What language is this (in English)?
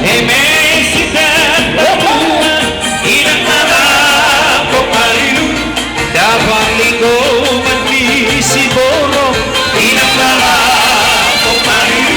Batak Toba